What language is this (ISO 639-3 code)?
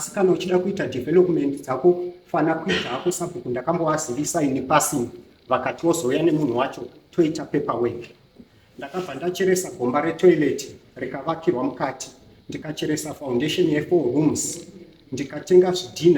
sna